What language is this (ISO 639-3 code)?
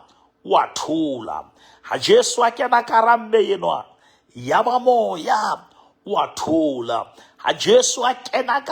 sot